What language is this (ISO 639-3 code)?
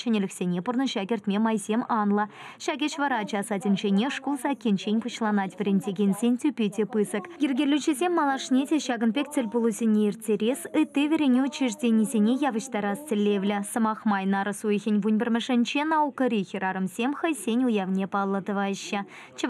chv